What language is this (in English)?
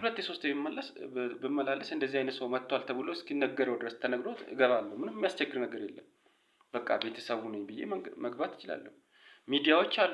Amharic